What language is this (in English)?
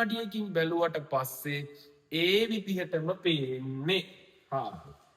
Sinhala